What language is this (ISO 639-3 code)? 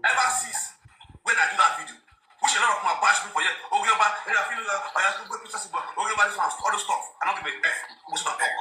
pcm